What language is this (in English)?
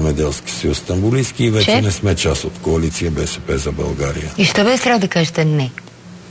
Bulgarian